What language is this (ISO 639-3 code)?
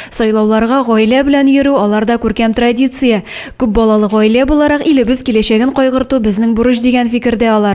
tat